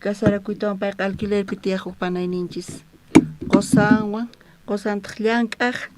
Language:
South Bolivian Quechua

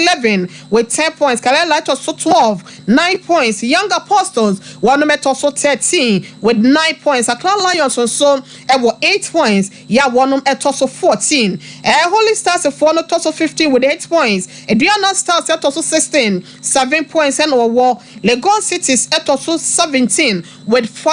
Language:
Akan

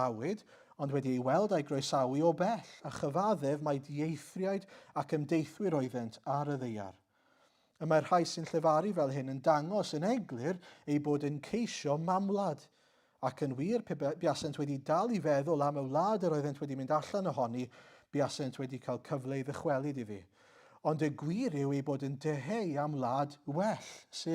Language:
Welsh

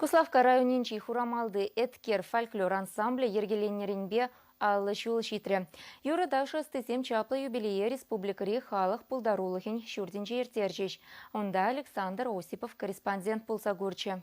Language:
Chuvash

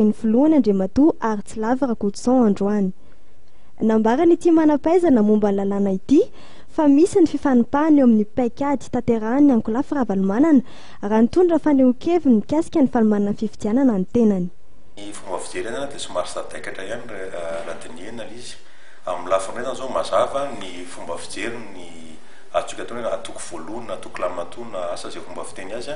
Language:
Malagasy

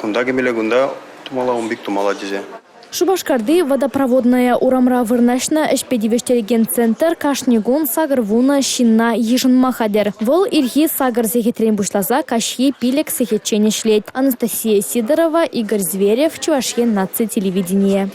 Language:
Chuvash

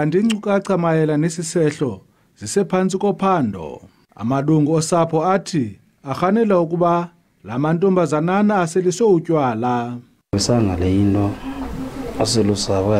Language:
Zulu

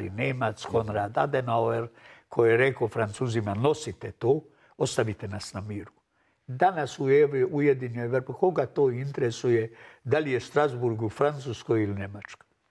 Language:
Serbian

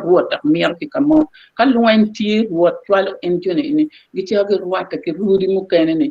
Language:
Acoli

